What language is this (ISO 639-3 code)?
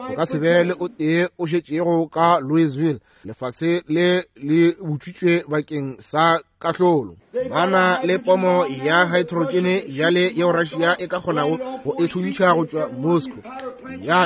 nso